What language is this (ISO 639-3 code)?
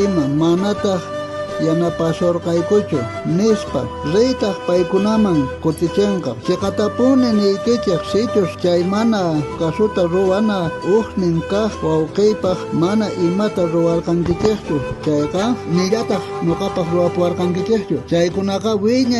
quh